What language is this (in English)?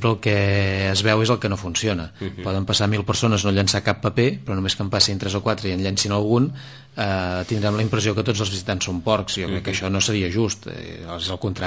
Catalan